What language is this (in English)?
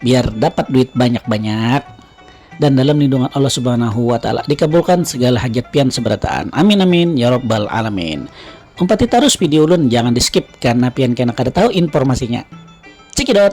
Banjar